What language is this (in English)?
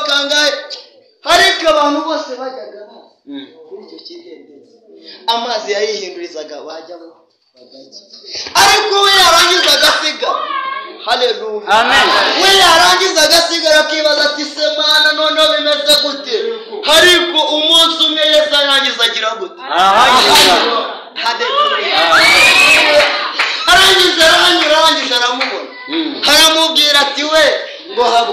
Kinyarwanda